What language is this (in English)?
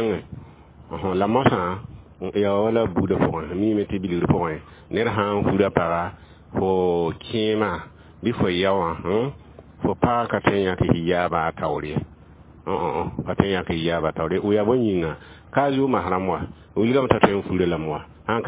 Mossi